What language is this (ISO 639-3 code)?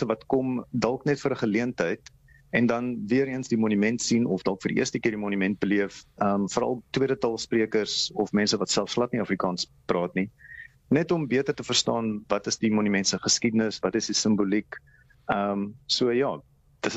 afr